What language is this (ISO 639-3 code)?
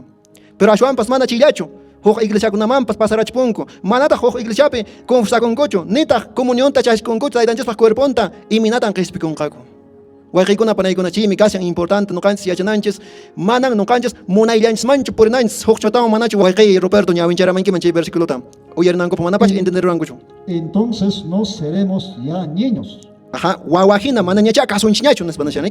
que